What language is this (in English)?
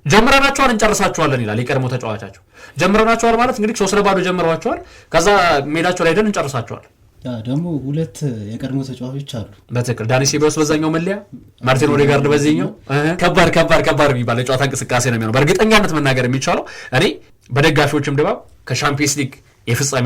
Amharic